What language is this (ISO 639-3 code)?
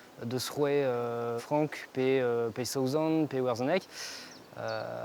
bre